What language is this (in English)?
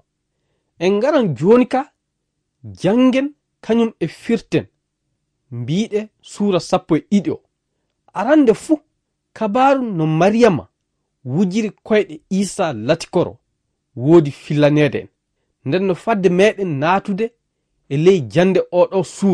Fula